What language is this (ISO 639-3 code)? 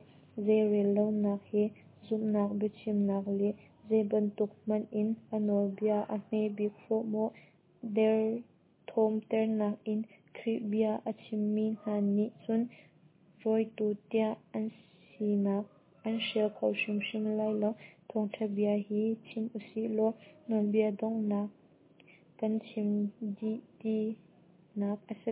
cnh